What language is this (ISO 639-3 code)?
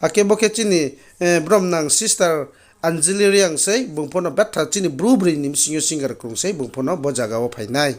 ria